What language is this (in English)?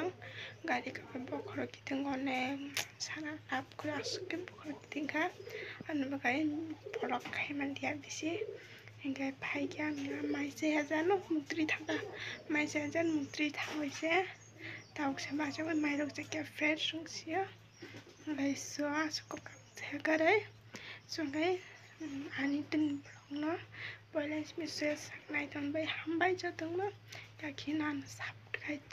Kok Borok